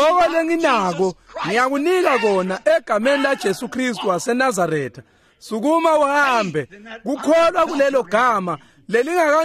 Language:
Swati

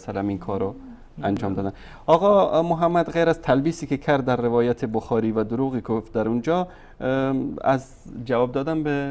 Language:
Persian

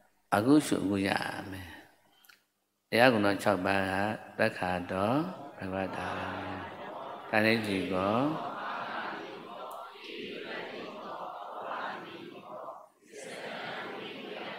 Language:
Burmese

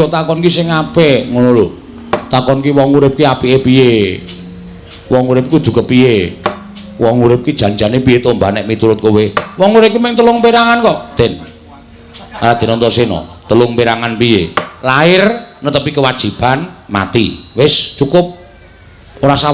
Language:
Javanese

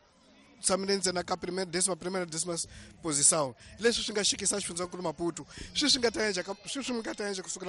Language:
Tsonga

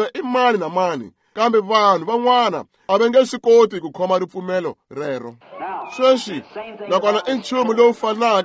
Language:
Tsonga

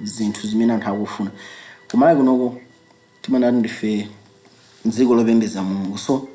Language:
Nyanja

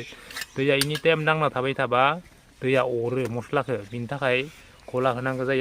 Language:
Bodo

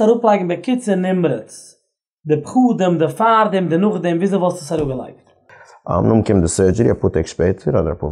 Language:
Yiddish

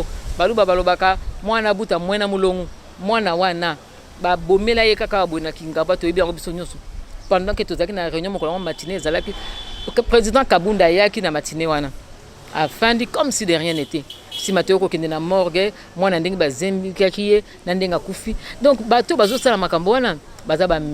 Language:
Lingala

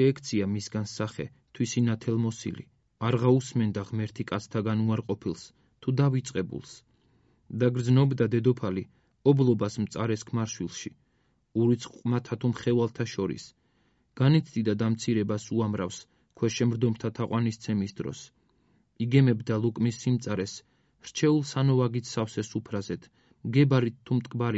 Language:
Georgian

